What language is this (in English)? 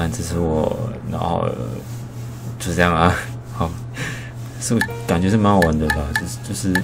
Chinese